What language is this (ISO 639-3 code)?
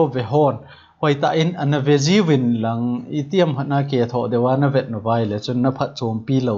tcz